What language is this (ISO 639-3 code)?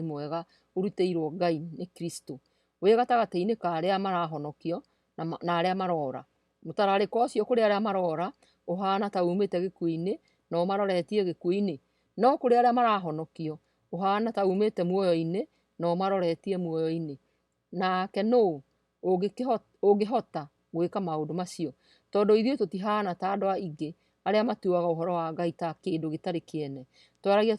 kik